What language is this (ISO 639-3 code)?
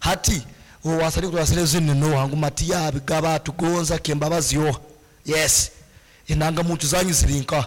nyn